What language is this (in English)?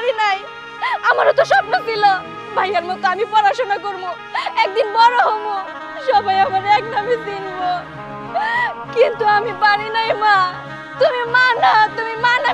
Bangla